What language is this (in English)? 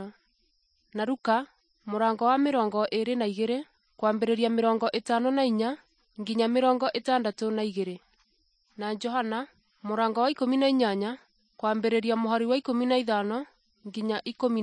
Kikuyu